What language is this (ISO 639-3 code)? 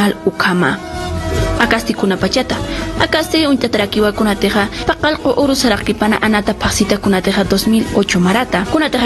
aym